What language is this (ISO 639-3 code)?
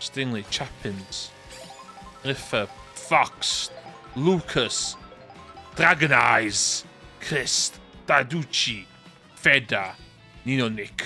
cym